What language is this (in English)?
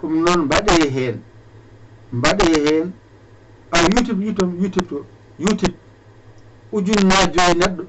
Fula